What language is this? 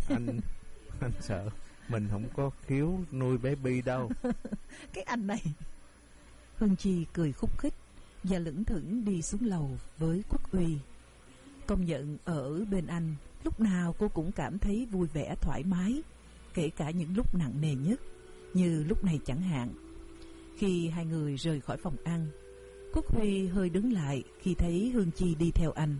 Vietnamese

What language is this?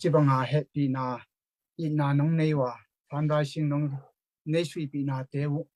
Tedim Chin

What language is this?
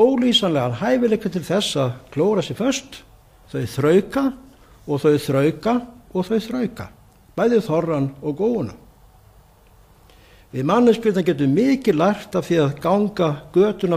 Icelandic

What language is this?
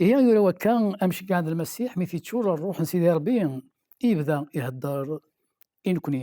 Kabyle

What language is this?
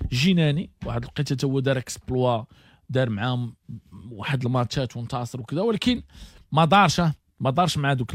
Moroccan Arabic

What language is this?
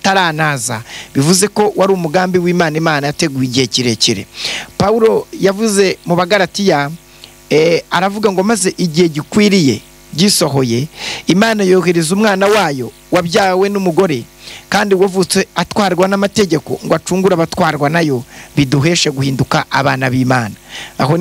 Kinyarwanda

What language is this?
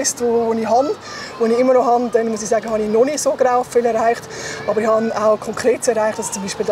Swiss German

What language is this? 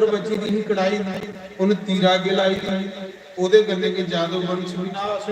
Dogri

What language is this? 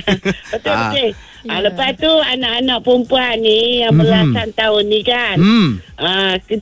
Malay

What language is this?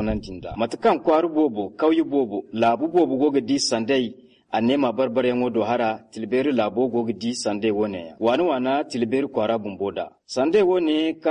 Zarma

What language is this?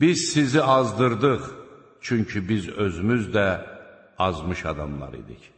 Azerbaijani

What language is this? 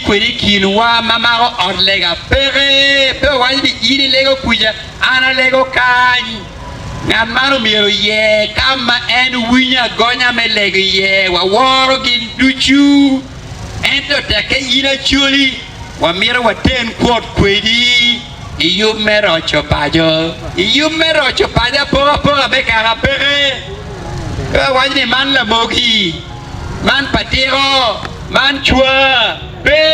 Acoli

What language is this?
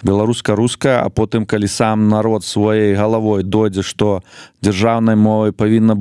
Belarusian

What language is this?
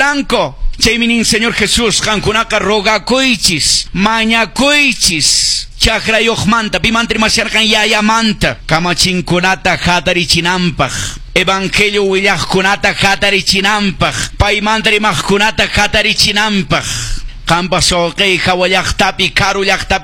Quechua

